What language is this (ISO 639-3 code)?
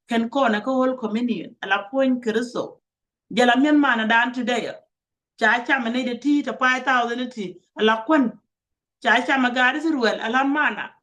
nus